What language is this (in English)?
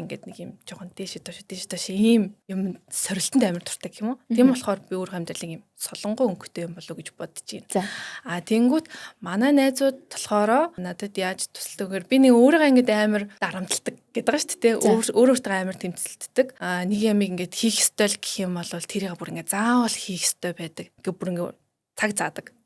Mongolian